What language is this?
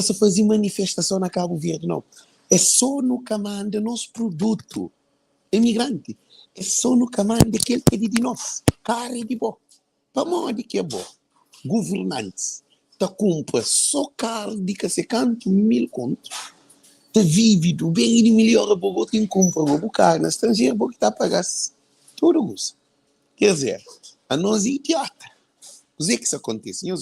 Kabuverdianu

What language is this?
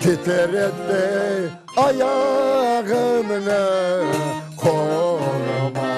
Crimean Tatar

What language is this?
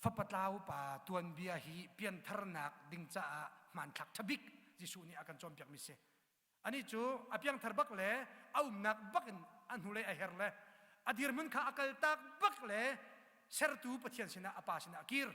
Hakha Chin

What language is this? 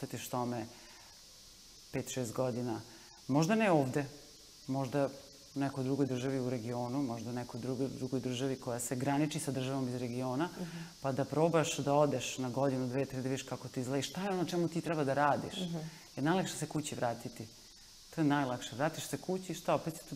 Serbian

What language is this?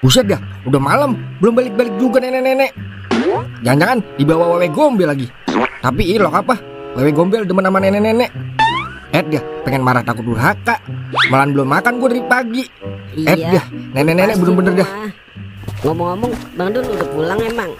Betawi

